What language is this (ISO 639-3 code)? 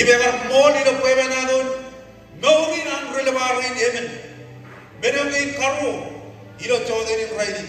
mah